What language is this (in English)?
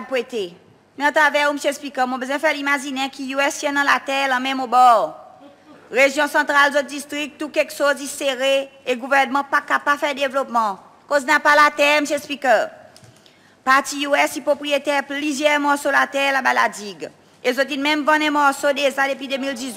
Seselwa Creole French